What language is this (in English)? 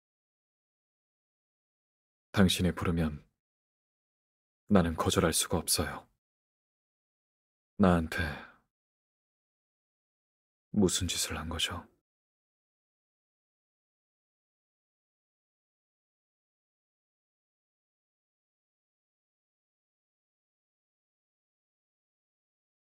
Korean